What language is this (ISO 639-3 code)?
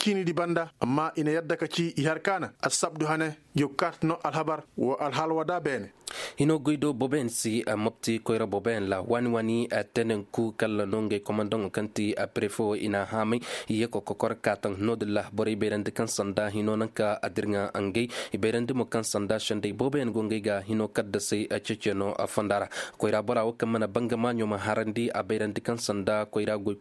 ses